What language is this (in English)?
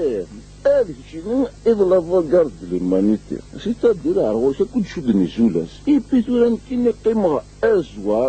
Kabyle